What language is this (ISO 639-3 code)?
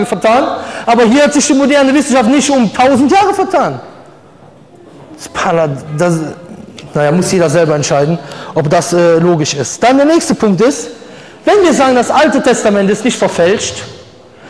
deu